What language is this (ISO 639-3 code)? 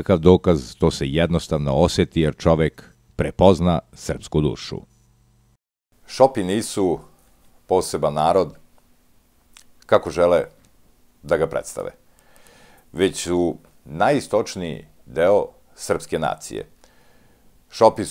srp